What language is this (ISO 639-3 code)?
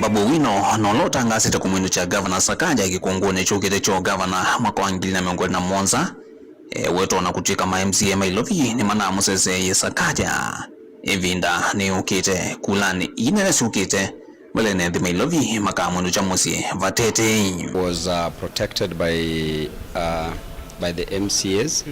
kam